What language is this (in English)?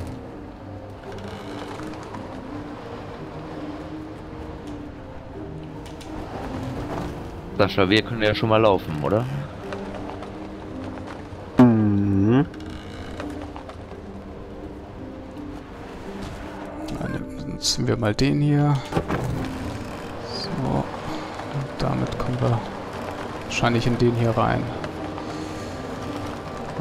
German